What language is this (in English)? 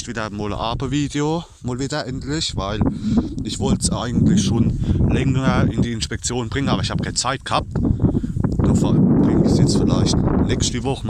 Palatine German